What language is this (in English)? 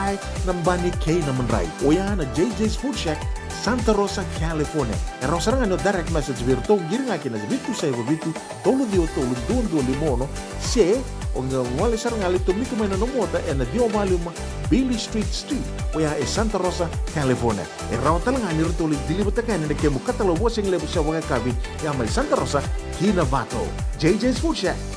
Fijian